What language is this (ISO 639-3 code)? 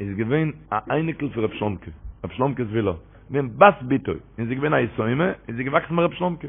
yid